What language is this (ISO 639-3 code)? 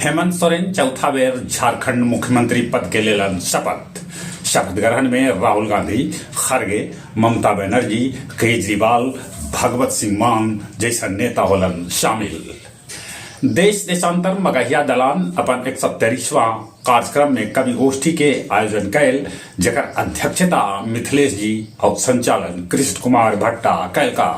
mag